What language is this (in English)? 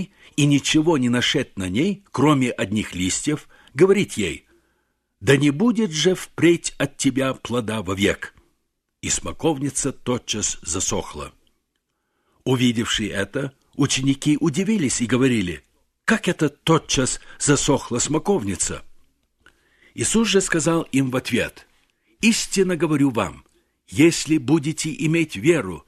Russian